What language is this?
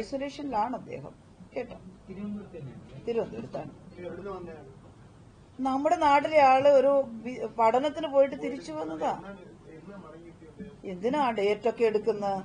Malayalam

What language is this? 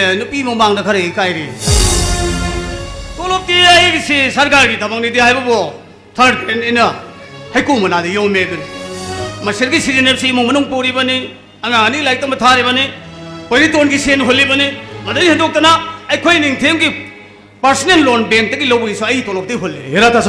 Manipuri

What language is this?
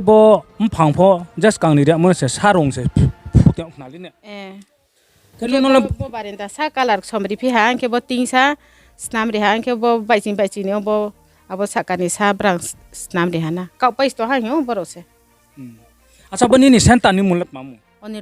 Riang (India)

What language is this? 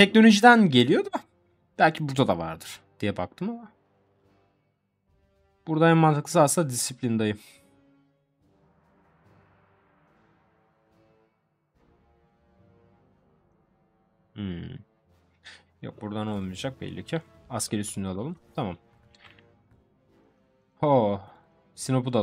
Turkish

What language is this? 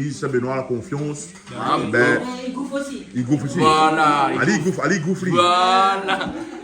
Réunion Creole French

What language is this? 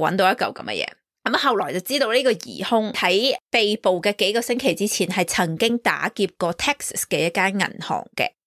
Cantonese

